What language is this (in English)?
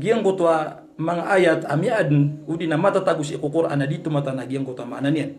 Maranao